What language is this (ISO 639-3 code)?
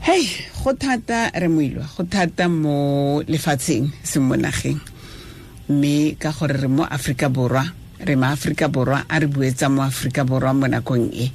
tsn